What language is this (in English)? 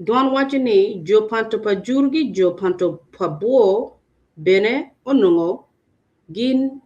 Acoli